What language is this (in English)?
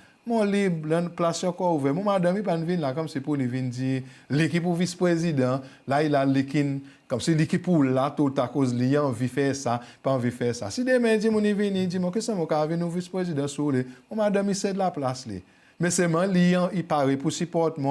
Seselwa Creole French